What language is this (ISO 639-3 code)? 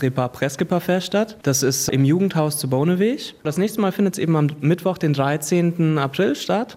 ltz